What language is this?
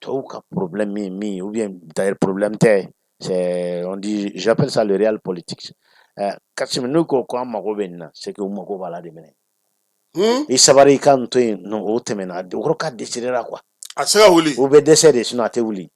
Bambara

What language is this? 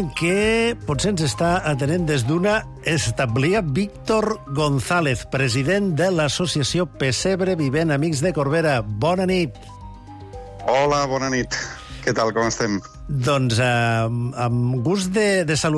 Catalan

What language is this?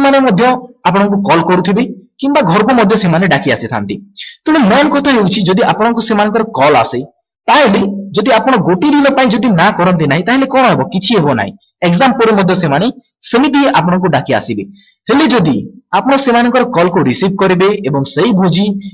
Odia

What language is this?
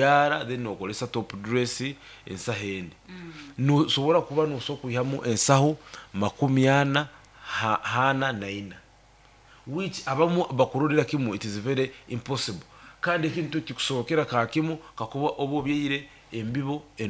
Nyoro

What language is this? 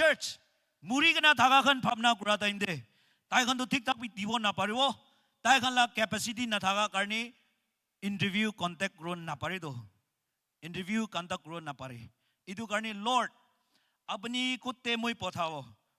Naga Pidgin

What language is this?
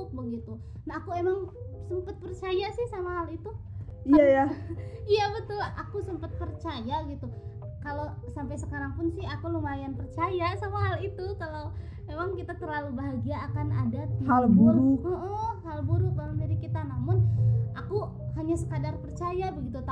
Indonesian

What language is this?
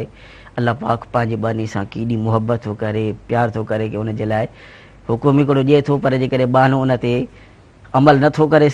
Sindhi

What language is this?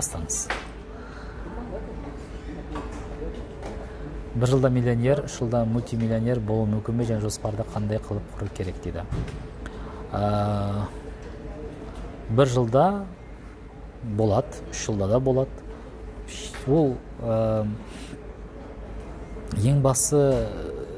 Kazakh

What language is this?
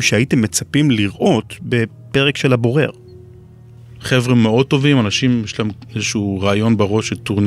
Hebrew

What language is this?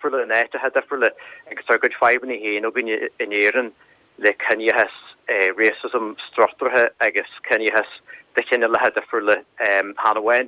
Irish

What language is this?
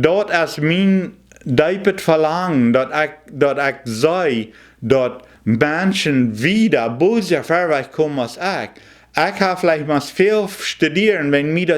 Plautdietsch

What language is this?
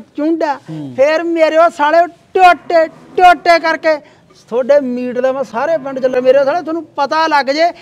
Punjabi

